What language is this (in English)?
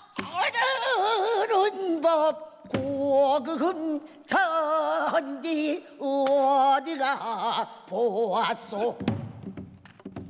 Korean